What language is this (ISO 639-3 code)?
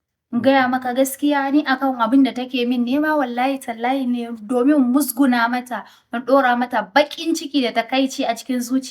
hau